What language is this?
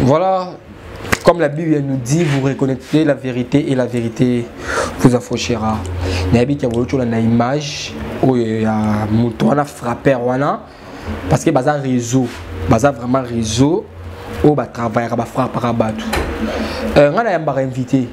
Lingala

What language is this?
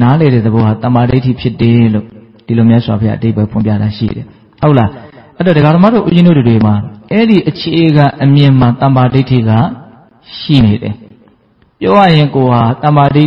Burmese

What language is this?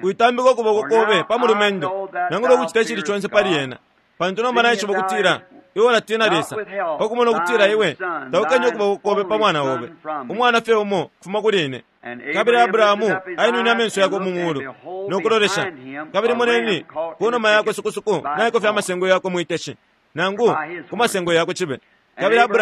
Bemba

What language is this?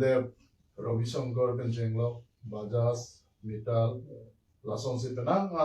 Karbi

